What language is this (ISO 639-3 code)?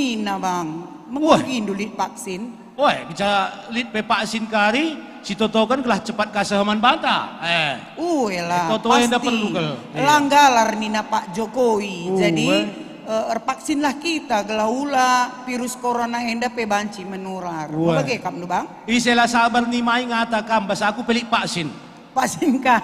btx